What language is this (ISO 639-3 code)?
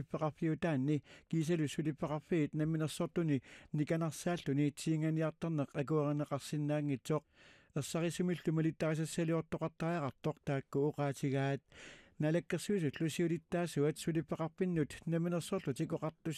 kal